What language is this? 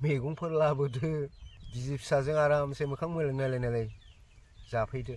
Bodo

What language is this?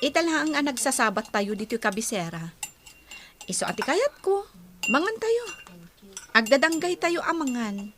Iloko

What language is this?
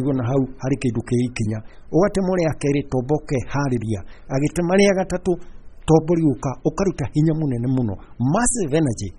Kikuyu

